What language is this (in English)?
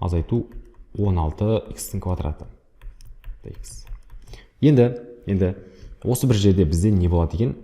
Kazakh